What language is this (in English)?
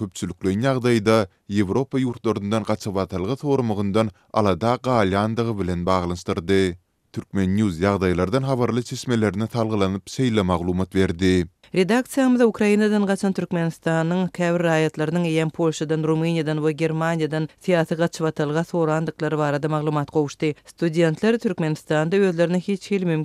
Turkmen